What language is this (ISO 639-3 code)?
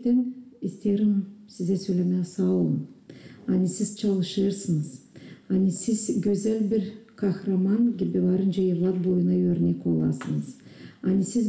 gag